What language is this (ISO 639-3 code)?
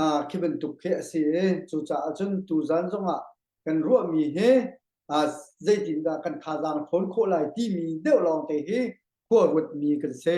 cnh